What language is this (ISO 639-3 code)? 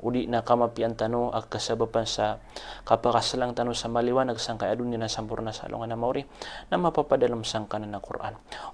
mrw